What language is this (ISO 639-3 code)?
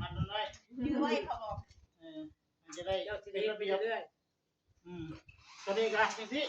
tts